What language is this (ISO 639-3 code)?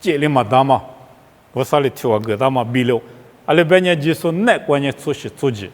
lis